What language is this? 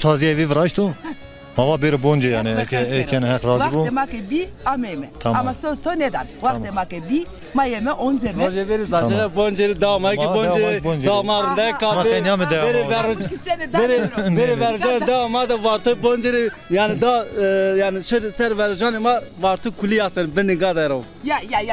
Zaza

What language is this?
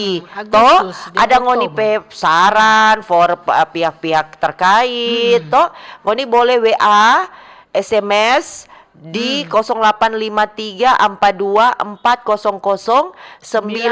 Manado Malay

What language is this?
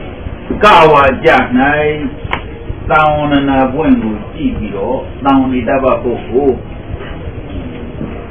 Burmese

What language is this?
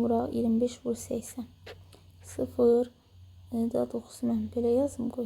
Azerbaijani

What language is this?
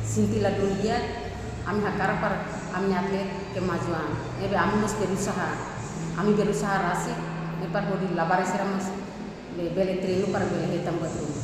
Tetum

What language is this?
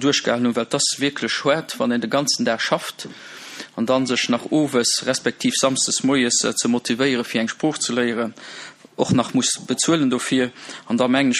Luxembourgish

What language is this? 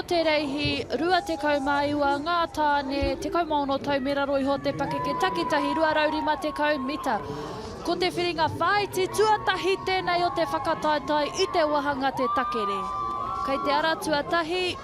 Māori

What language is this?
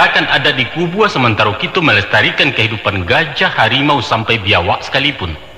Minangkabau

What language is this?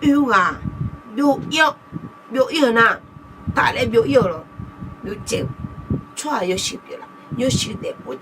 Akha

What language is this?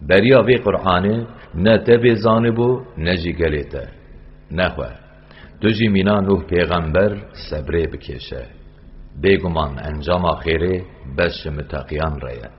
Kurdish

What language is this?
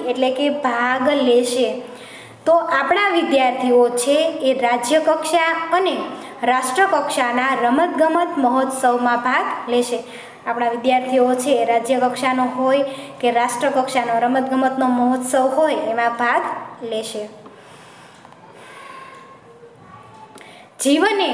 Gujarati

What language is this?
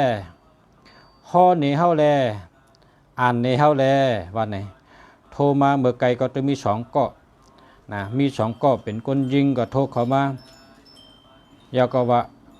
Shan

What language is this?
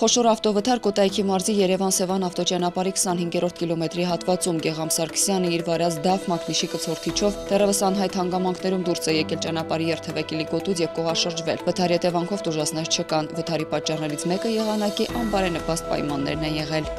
Armenian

